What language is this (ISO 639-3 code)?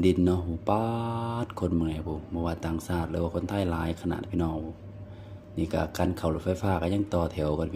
lao